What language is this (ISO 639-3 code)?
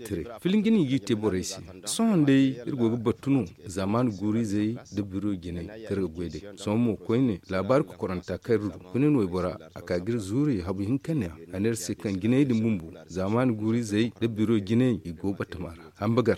dje